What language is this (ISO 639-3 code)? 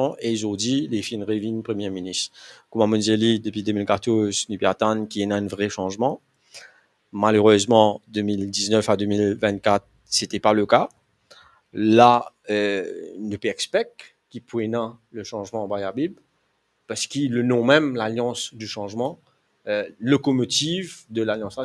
mfe